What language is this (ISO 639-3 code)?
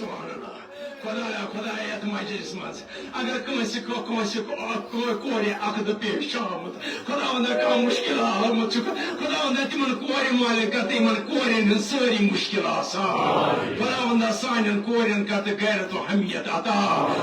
kas